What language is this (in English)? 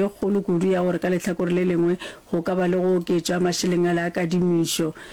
Northern Sotho